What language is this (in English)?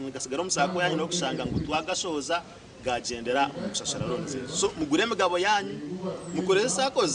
Nyankole